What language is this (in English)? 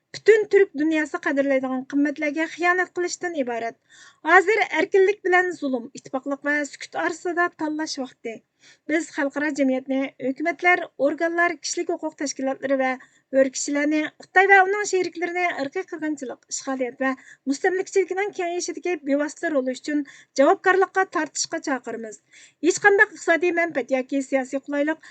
Uyghur